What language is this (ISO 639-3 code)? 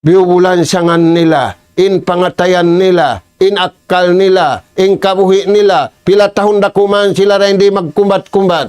tsg